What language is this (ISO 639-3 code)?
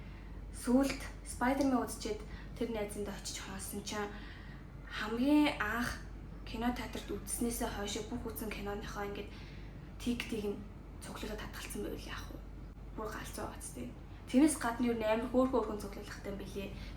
mon